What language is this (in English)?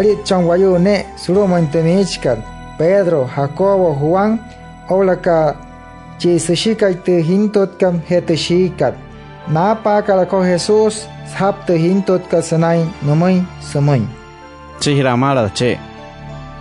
Wayuu